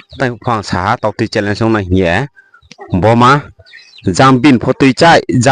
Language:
Riang (India)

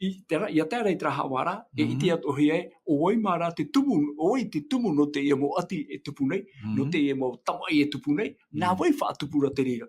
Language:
Tahitian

